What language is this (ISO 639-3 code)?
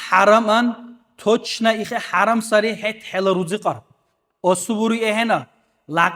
dar